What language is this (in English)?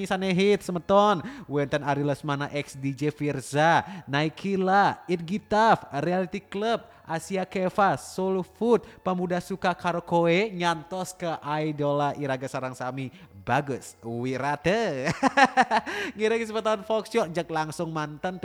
Balinese